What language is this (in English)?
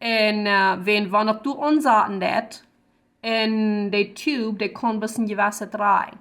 Plautdietsch